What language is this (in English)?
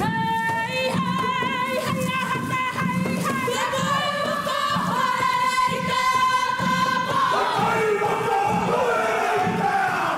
Māori